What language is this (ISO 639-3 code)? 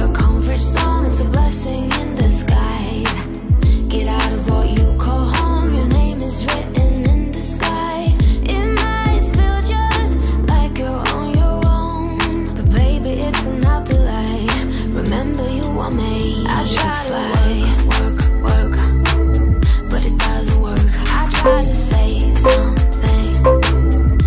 eng